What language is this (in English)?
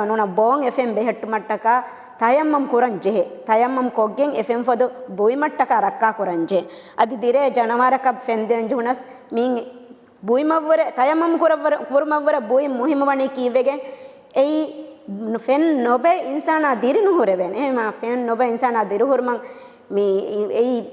Divehi